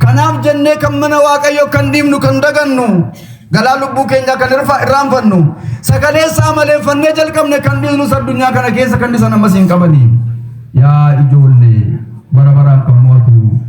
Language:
Oromo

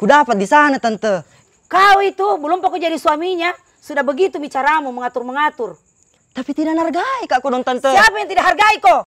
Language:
Makassar Malay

